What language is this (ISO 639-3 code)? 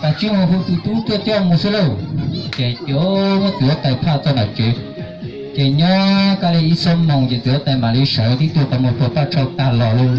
hmn